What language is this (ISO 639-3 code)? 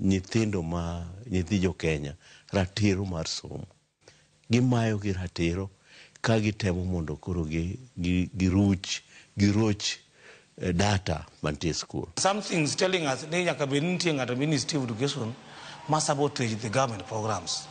luo